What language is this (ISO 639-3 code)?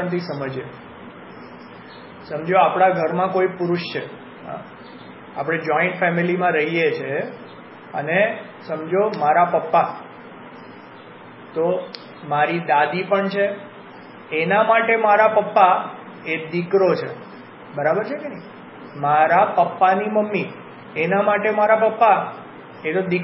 guj